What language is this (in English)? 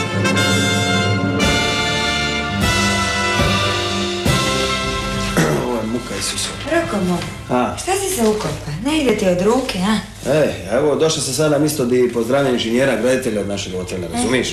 Croatian